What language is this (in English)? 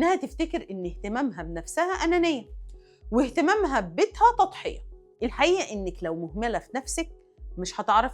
Egyptian Arabic